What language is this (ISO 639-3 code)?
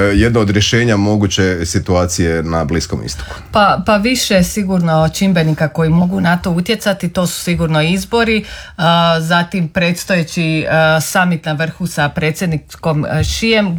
hrv